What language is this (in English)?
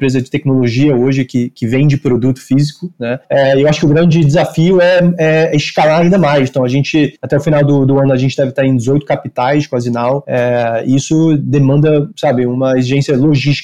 Portuguese